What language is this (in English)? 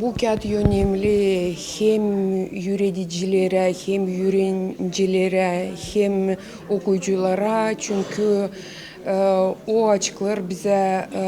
Gagauz